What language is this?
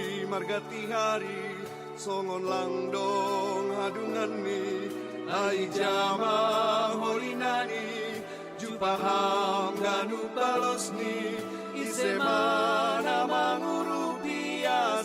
Batak Simalungun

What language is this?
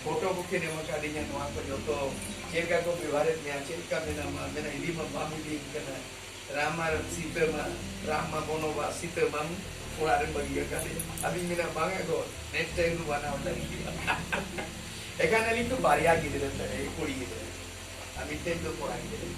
Santali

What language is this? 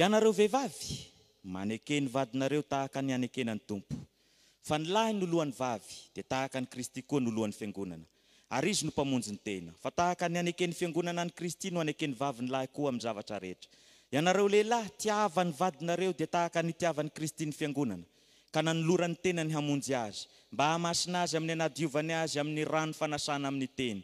Malagasy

